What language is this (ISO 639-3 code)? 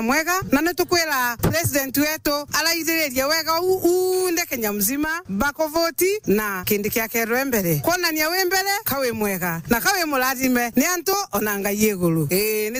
mer